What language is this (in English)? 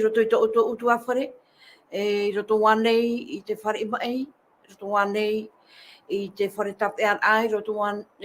Tahitian